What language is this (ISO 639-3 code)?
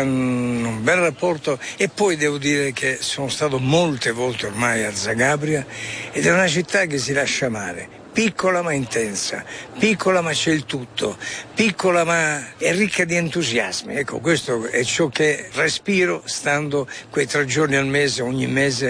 ita